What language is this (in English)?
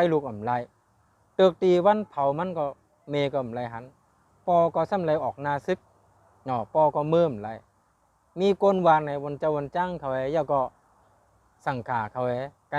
Shan